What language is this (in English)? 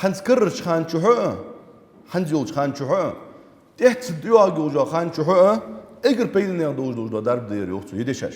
Ingush